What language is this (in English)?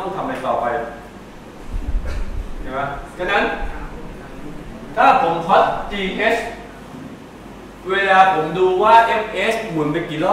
Thai